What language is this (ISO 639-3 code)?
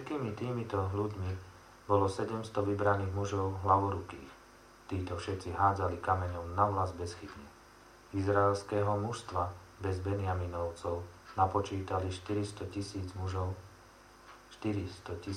slk